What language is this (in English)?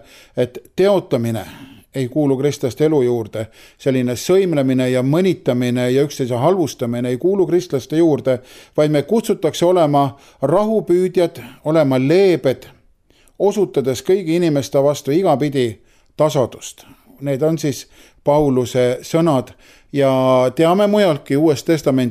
Estonian